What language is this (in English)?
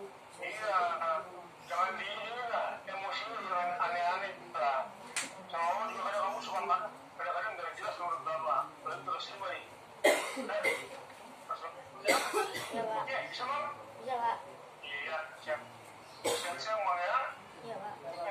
Indonesian